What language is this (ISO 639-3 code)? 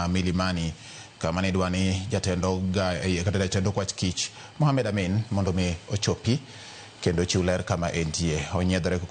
luo